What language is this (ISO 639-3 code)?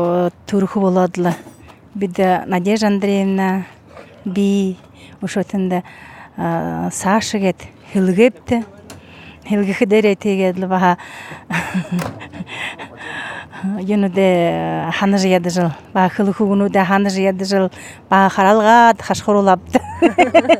bua